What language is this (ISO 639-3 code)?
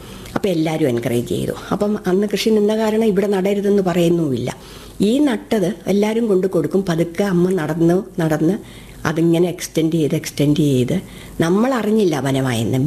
mal